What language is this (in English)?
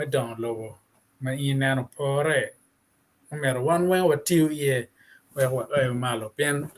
Acoli